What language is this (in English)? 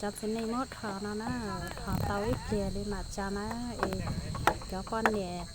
Hmong